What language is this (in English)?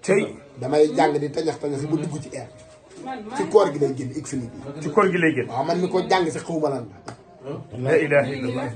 Wolof